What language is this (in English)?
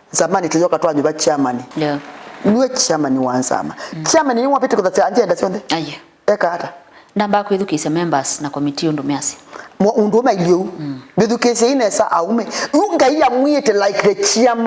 Kamba